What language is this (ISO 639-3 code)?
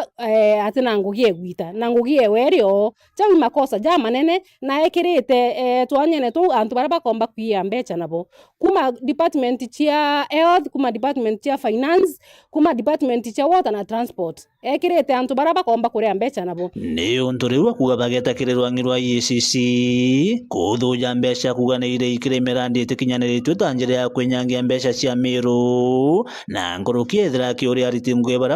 mer